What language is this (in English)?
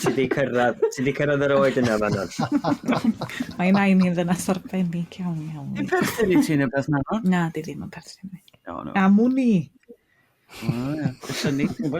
Welsh